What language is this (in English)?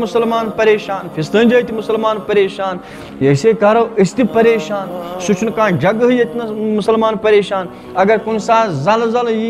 Kashmiri